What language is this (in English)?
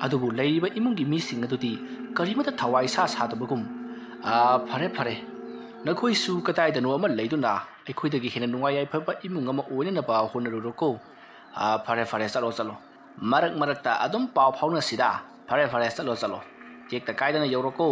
Manipuri